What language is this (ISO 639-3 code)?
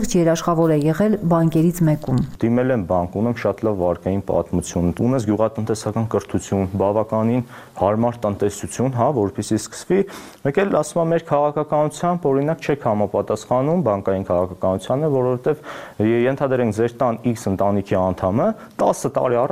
hye